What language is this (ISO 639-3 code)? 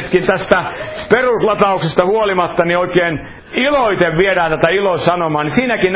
fin